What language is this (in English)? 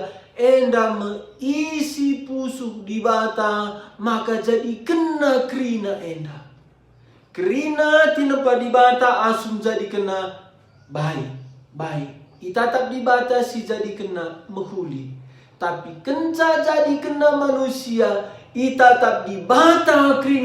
Batak Karo